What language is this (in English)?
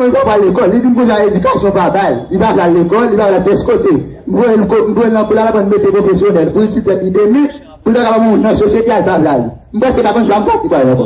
Haitian Creole